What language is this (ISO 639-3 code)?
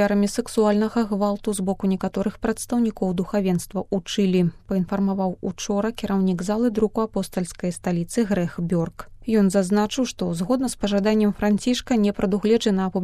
bel